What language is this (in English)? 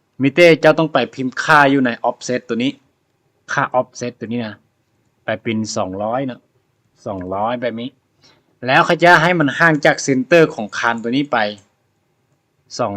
Lao